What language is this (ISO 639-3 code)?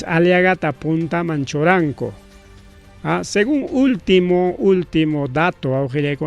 quy